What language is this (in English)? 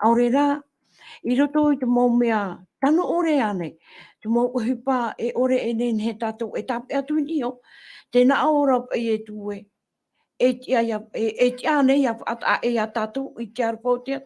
Tahitian